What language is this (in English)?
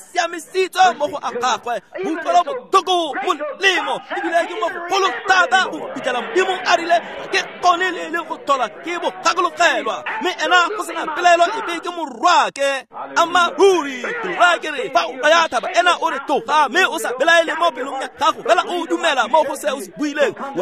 Tswana